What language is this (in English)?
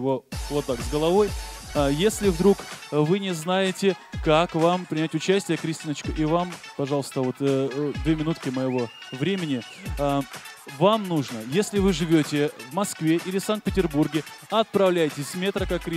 Russian